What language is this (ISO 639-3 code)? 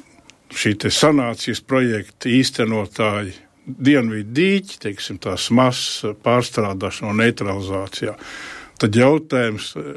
lav